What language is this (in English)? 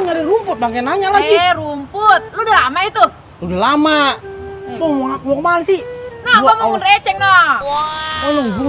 Betawi